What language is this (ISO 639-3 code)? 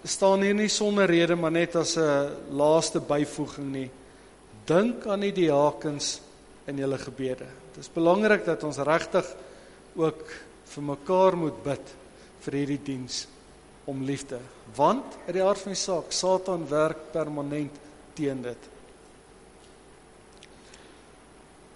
afr